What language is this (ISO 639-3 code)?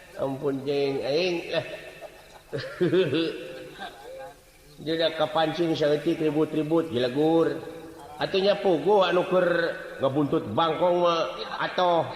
sun